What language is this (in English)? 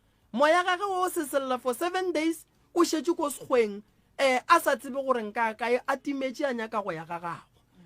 Northern Sotho